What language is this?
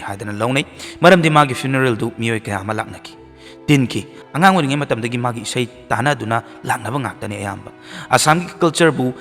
Manipuri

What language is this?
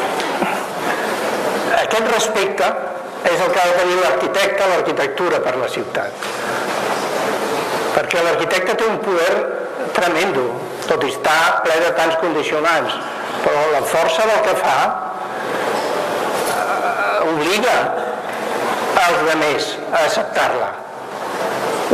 Catalan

